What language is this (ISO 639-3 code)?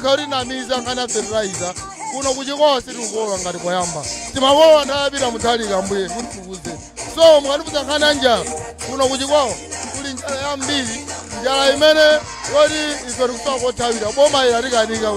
nya